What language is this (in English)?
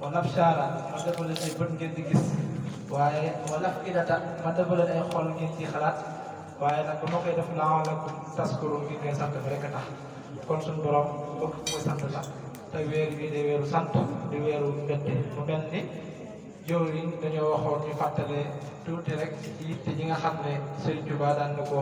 Wolof